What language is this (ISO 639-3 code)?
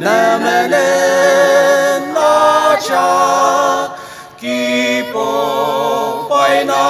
njo